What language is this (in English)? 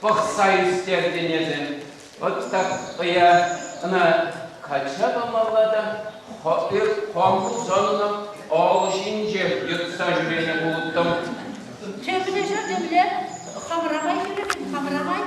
Chuvash